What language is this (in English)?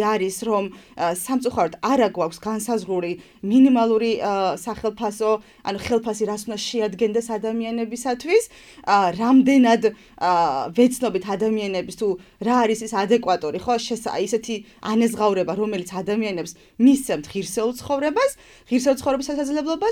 Georgian